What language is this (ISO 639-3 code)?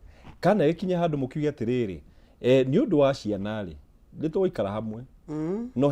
kik